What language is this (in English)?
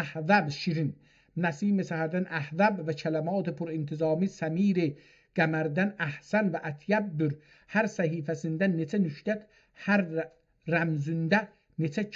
South Azerbaijani